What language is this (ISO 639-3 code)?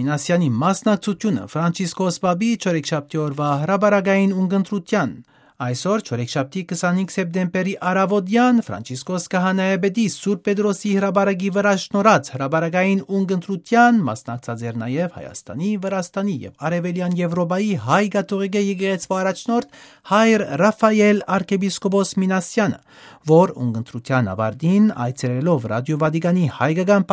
hye